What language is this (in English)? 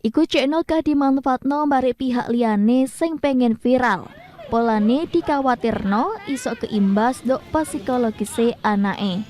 Javanese